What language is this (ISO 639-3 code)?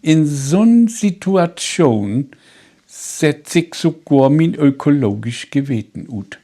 nds